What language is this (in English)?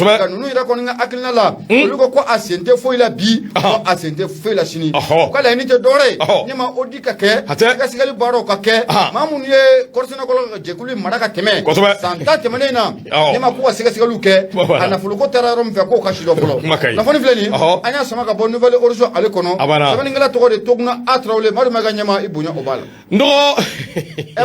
Bambara